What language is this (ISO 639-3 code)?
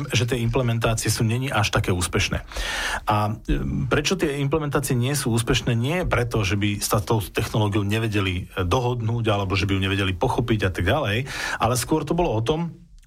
slk